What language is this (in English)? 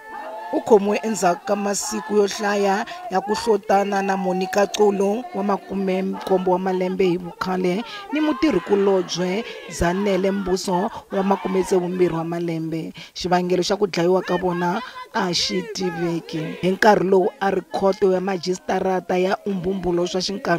Tsonga